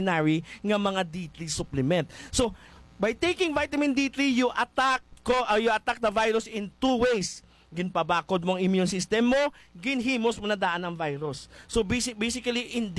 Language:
Hiligaynon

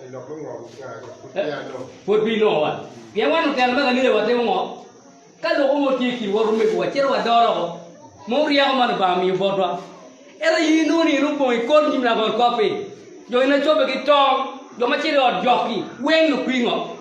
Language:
Acoli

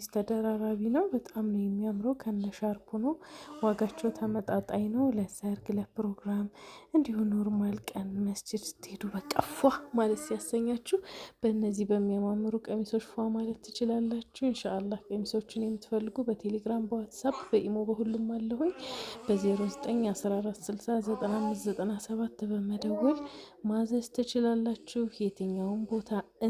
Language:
Amharic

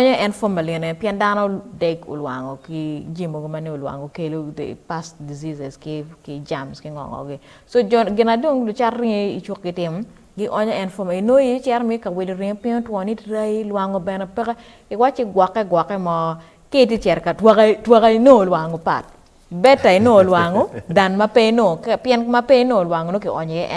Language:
Acoli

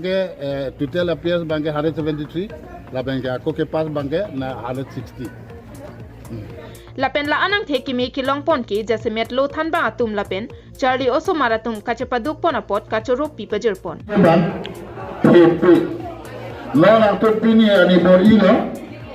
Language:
Karbi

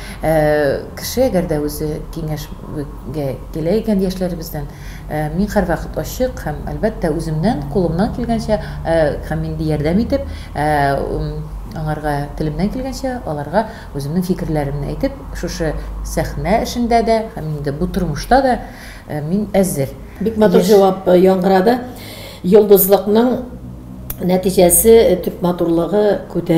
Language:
Tatar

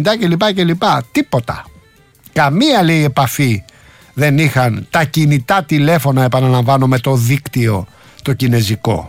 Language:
Greek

